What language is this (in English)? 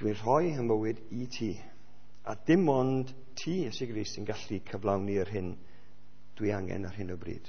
Welsh